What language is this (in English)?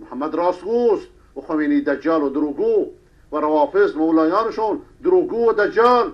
Persian